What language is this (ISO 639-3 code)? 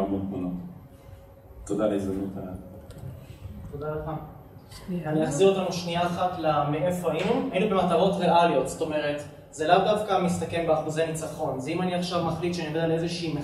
heb